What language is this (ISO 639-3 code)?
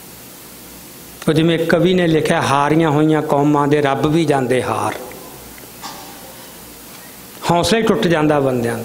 pan